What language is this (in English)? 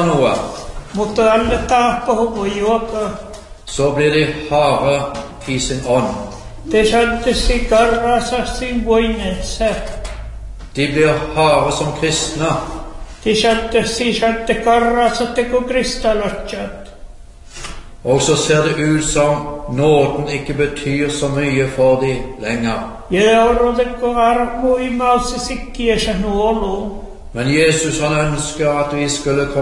Norwegian